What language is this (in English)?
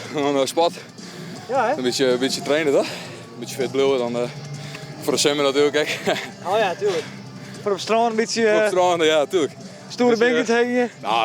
Western Frisian